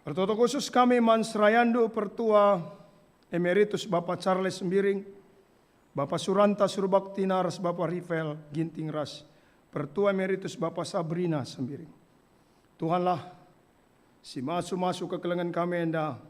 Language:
Batak Karo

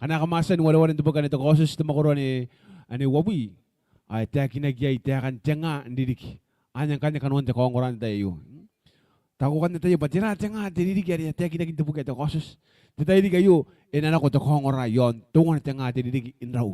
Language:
Gilbertese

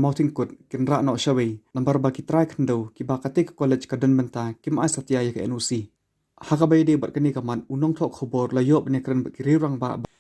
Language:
Khasi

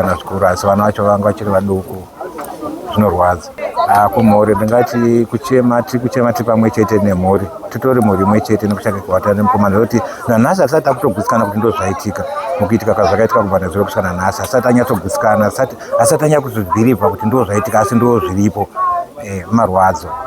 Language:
Shona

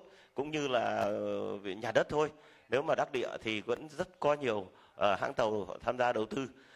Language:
Vietnamese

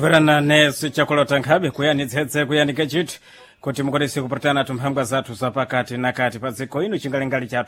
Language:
Sena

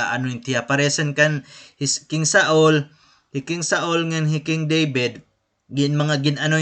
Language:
Waray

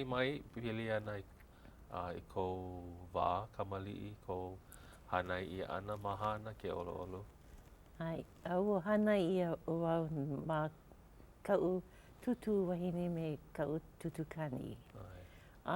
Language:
Hawaiian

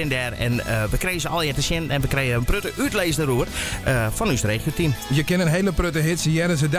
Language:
Western Frisian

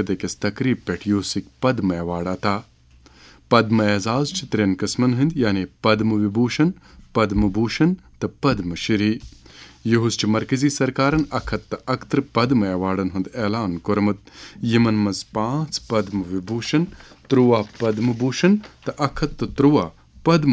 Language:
Kashmiri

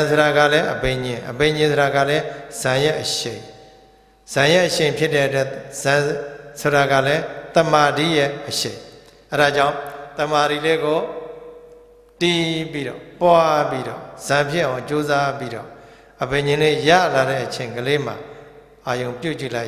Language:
Burmese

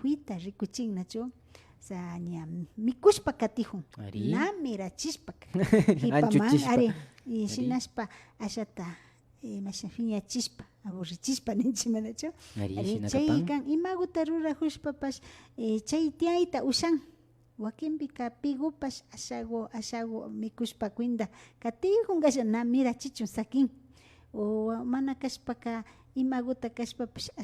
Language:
Imbabura Highland Quichua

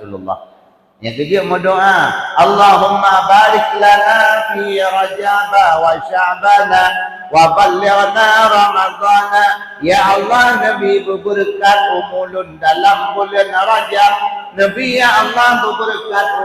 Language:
Achinese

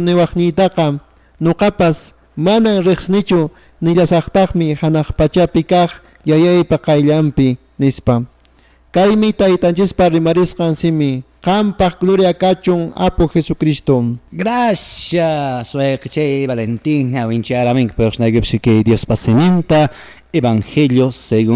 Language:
Quechua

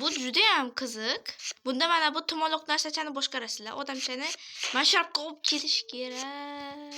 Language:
Uzbek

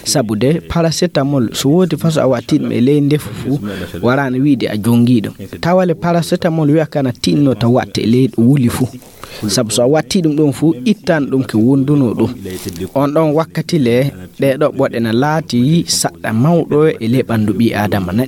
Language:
Fula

